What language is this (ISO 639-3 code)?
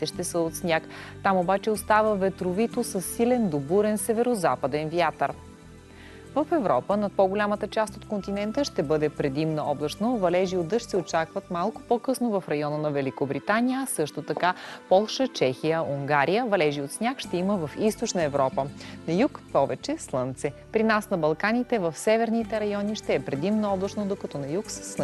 bul